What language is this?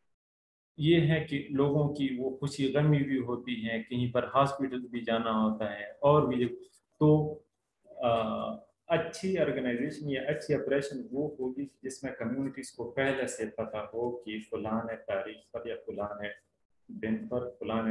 Urdu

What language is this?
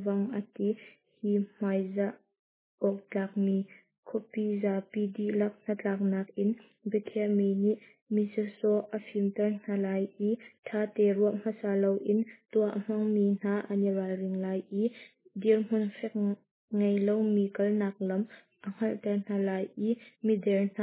Hakha Chin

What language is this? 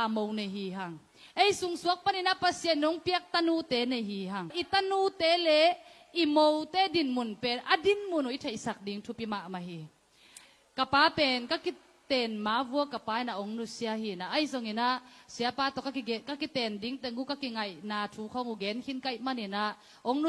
Tedim Chin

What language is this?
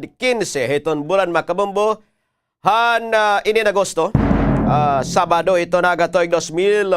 Waray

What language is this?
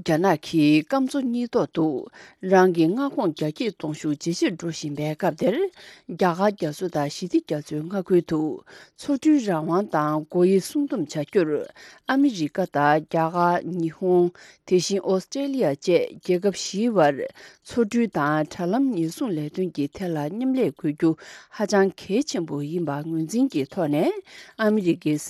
Tibetan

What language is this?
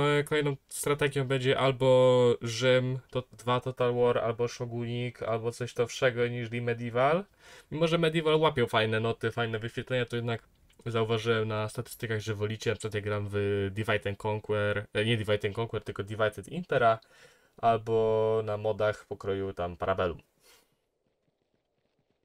Polish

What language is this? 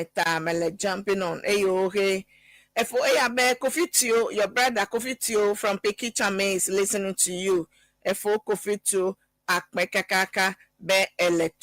Ewe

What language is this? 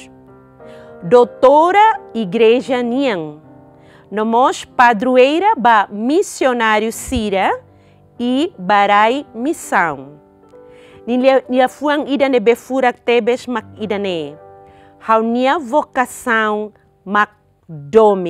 Tetum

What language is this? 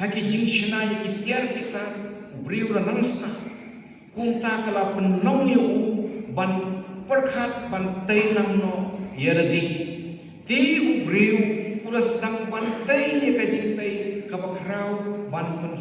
Khasi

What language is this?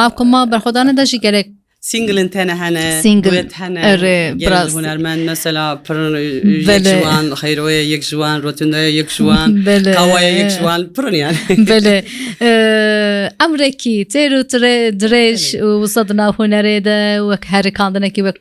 Kurdish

